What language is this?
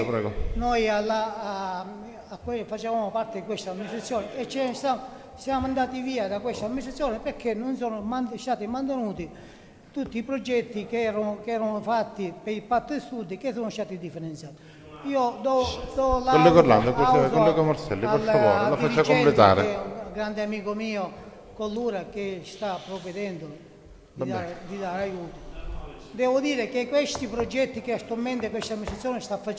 Italian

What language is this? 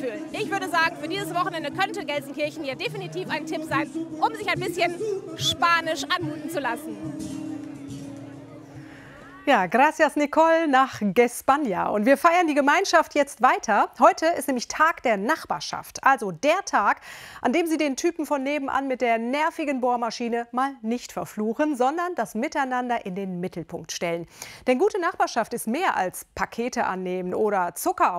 German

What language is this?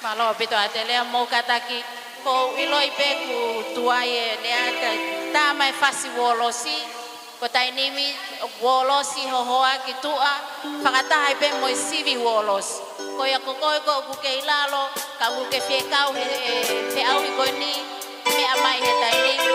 Tongan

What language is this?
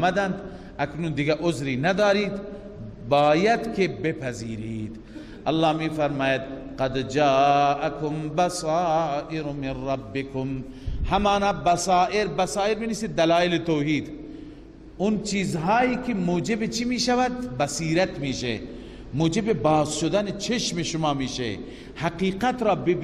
Persian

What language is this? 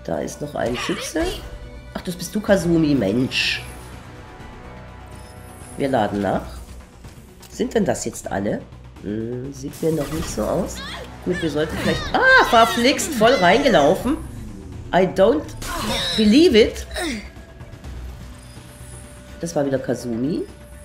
German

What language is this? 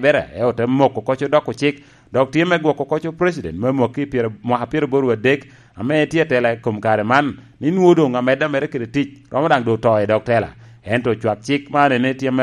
Lango (Uganda)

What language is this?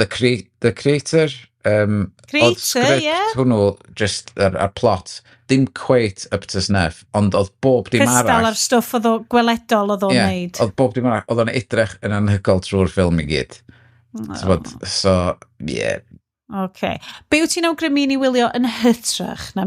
Welsh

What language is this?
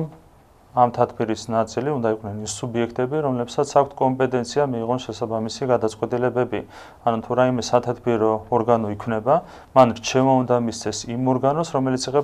Georgian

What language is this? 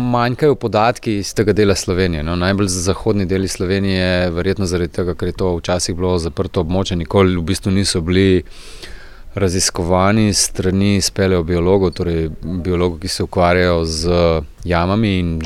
Slovenian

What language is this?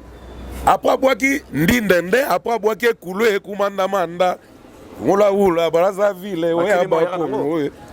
Lingala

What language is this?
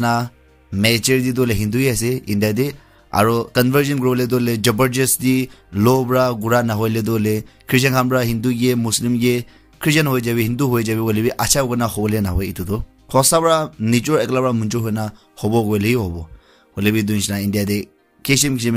Naga Pidgin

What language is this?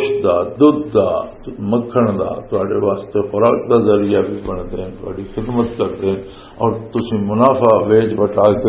Western Panjabi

